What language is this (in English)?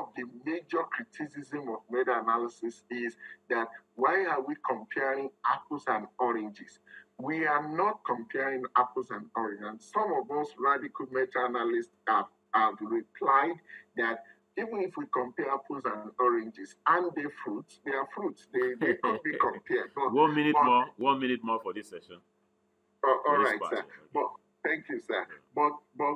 English